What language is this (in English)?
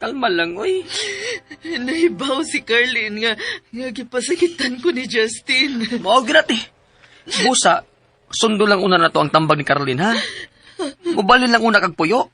Cebuano